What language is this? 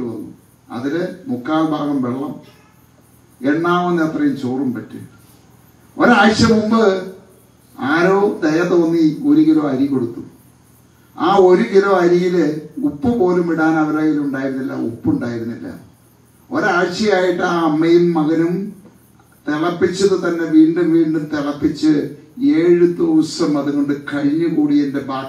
Malayalam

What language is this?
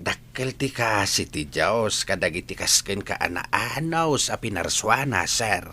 Iloko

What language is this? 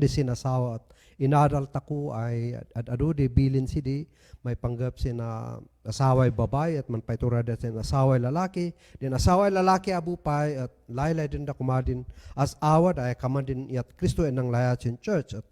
Kankanaey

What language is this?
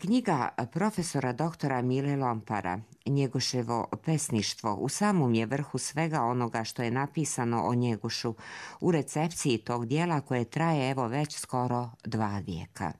Serbian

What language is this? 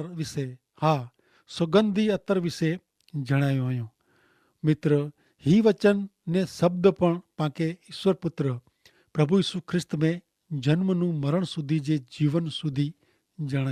Kachhi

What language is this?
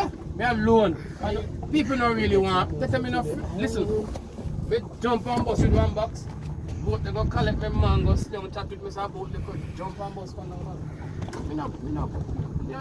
Jamaican Creole English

